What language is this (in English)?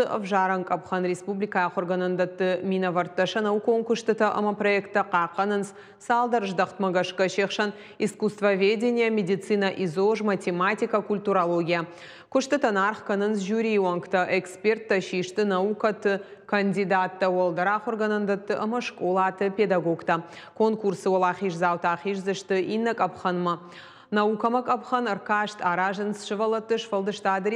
Ossetic